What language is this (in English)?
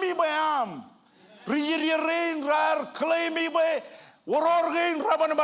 Marshallese